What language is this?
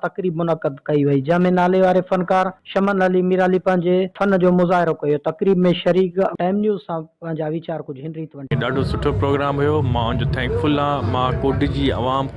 Sindhi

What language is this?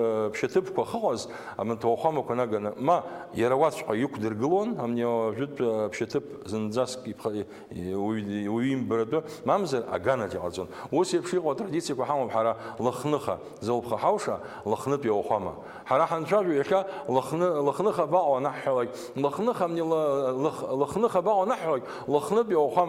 Abkhazian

